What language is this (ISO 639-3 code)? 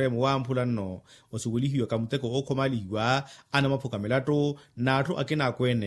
vmw